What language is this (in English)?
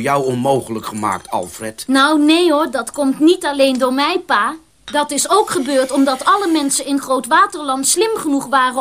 Dutch